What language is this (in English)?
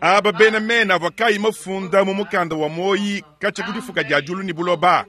Luba-Lulua